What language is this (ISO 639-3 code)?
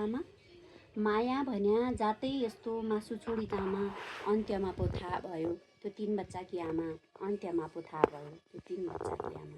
nep